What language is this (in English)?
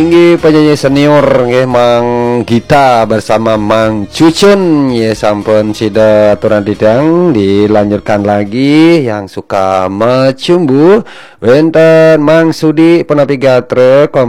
Balinese